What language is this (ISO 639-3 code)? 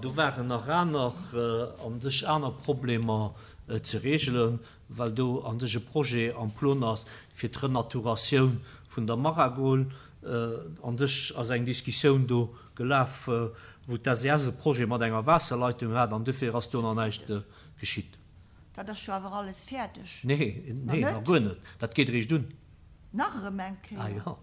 ltz